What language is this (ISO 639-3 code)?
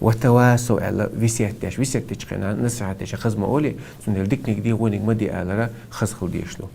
che